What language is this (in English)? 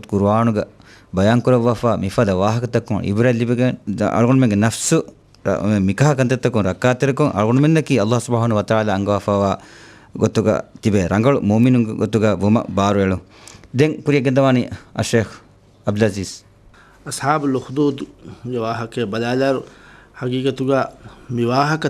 Divehi